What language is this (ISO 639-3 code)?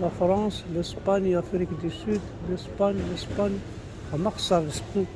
kab